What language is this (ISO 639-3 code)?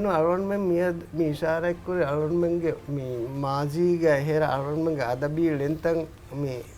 div